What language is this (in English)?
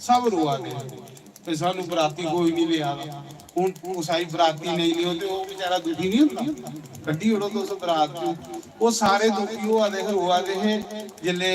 Dogri